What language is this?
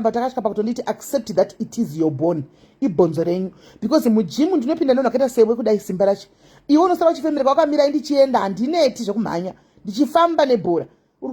Shona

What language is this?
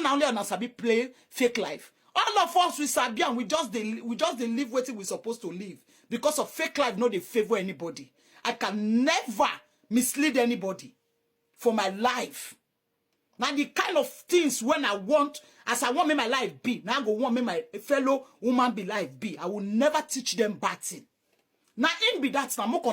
Nigerian Pidgin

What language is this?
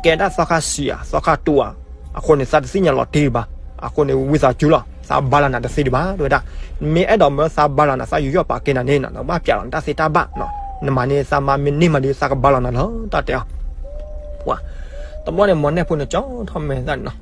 S'gaw Karen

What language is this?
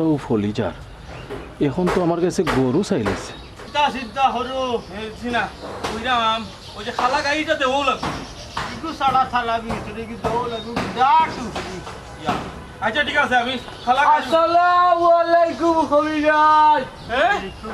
Sylheti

